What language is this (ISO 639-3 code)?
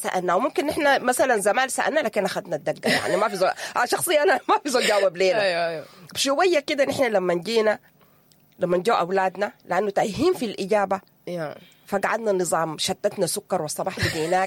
apd